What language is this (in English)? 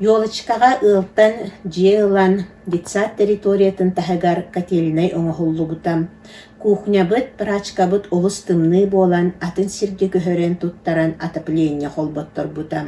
Yakut